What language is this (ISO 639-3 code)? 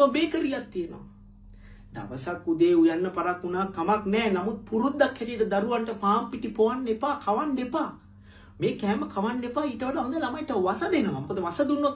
sin